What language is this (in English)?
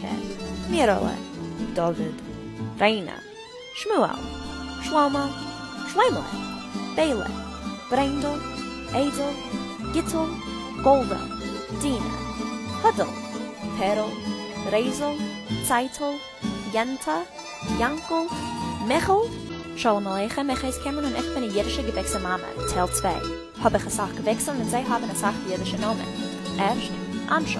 Yiddish